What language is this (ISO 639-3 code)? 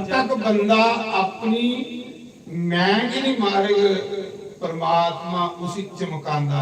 doi